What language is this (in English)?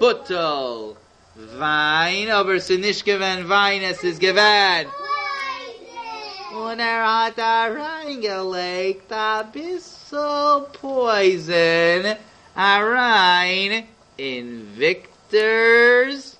Yiddish